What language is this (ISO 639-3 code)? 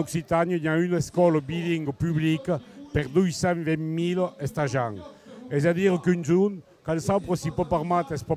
oci